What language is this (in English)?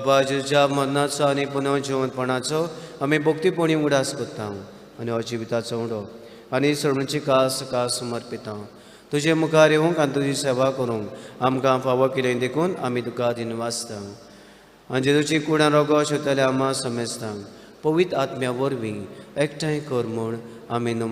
Konkani